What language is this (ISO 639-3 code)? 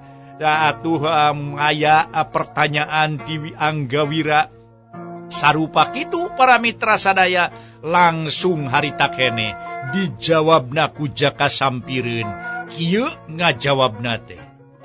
sun